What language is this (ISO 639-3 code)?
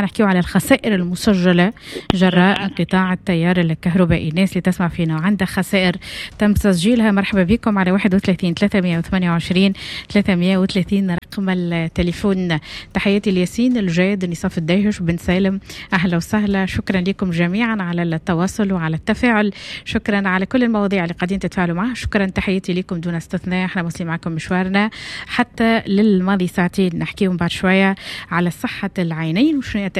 aeb